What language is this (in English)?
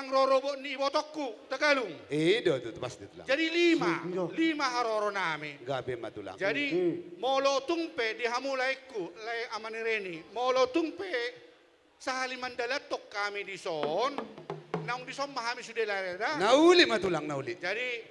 Batak Toba